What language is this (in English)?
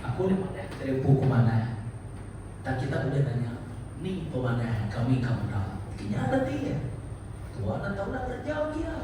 Iban